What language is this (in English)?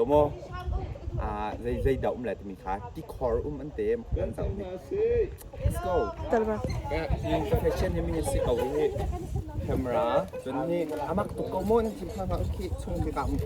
Hakha Chin